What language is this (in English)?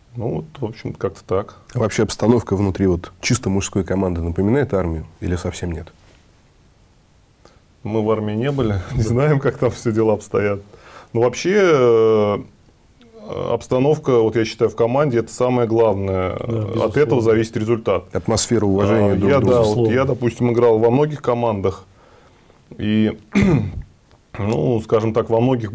Russian